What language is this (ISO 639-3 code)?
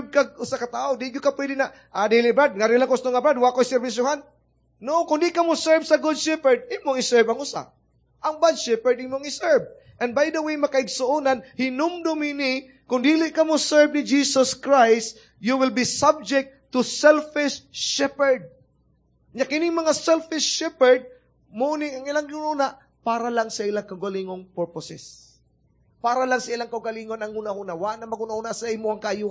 ceb